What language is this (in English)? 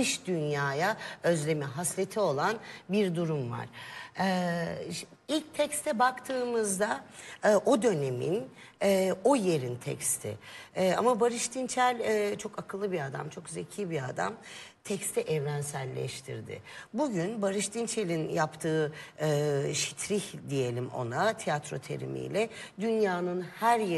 Turkish